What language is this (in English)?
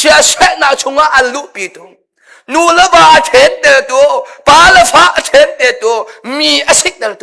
Hakha Chin